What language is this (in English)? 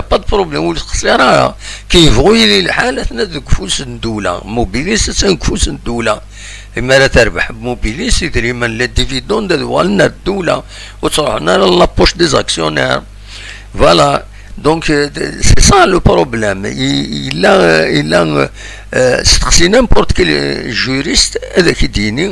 Kabyle